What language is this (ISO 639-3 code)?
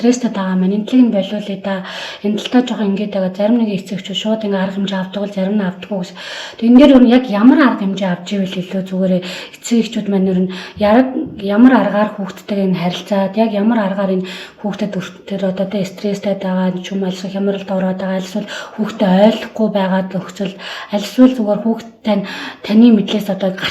mon